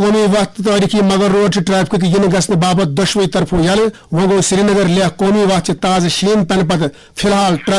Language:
Kashmiri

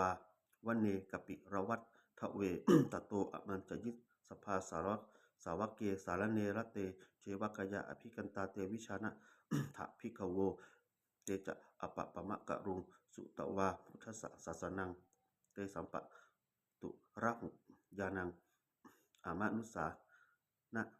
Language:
Pali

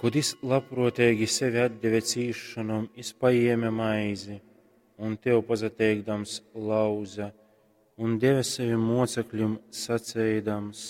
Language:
Latgalian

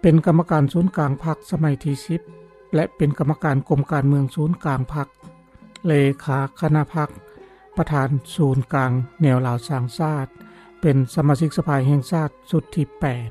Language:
Lao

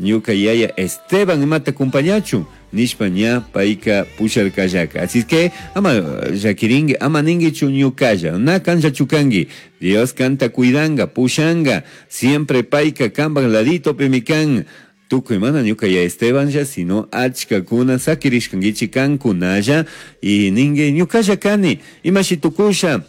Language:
Chimborazo Highland Quichua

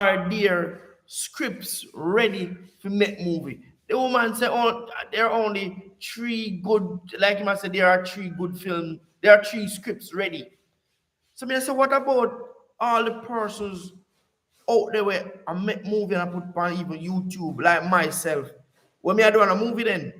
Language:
Jamaican Creole English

